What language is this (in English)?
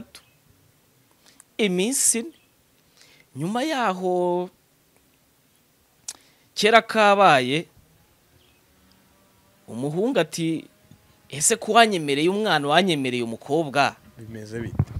Kinyarwanda